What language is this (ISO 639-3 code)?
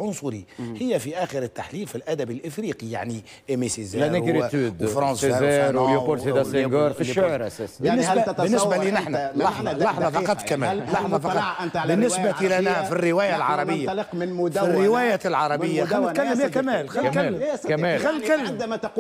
aeb